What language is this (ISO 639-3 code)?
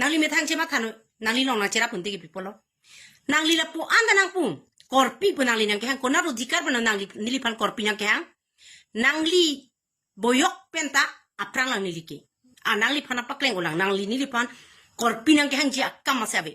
mjw